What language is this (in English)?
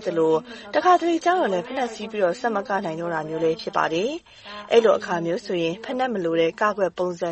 Burmese